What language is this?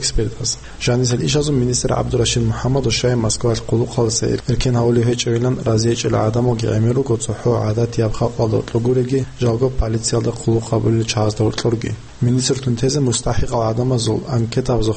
Avaric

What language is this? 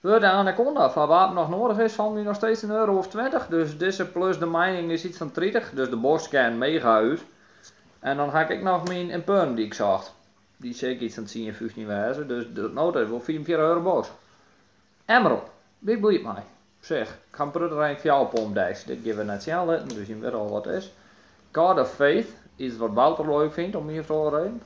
Western Frisian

